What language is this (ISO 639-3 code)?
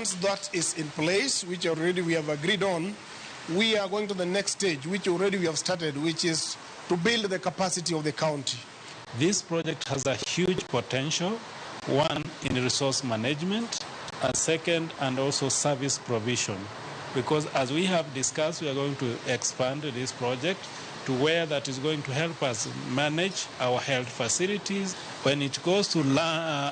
luo